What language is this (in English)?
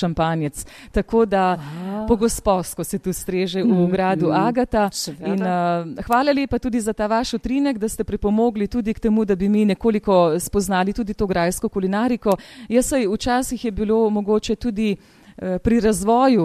Slovenian